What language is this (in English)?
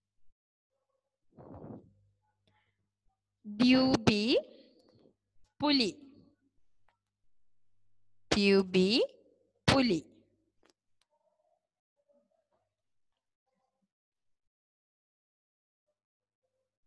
Malayalam